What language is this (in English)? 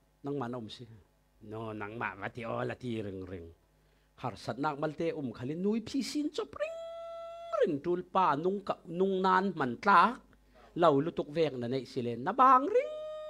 Falam Chin